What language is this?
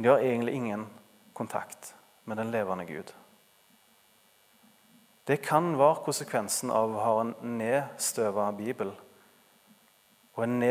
Norwegian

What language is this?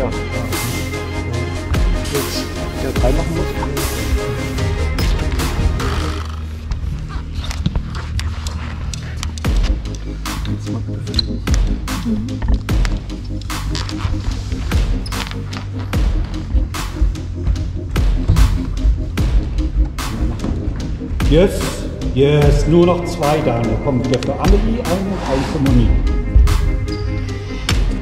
German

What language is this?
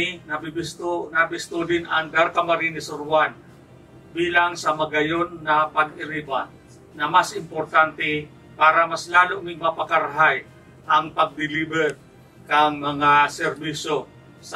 Bikol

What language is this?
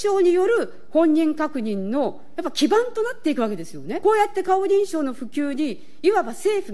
Japanese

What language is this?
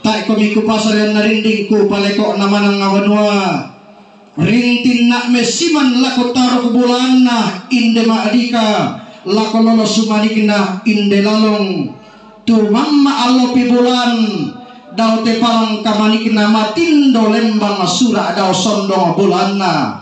Toraja-Sa'dan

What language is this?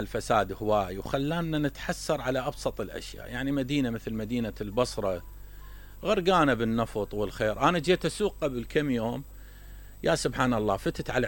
Mesopotamian Arabic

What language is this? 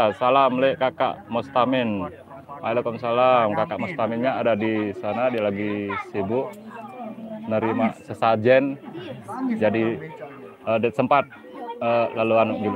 Sasak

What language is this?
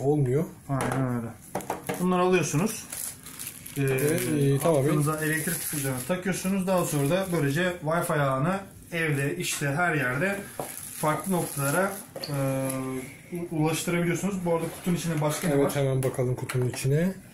Turkish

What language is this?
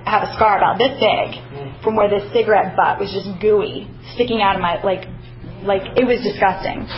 English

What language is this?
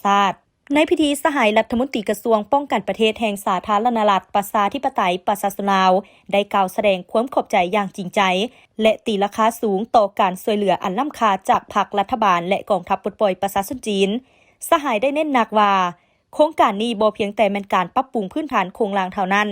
Lao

